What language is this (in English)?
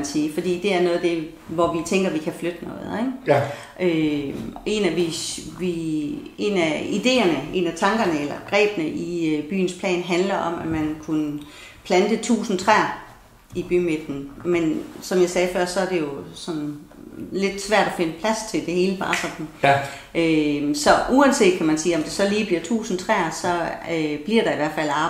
Danish